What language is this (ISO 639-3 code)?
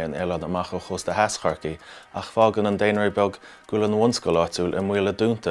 gle